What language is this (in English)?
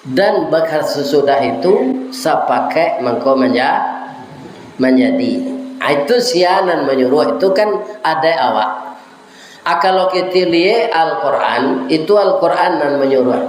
Minangkabau